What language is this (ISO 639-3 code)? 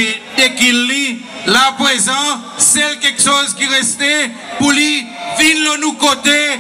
crs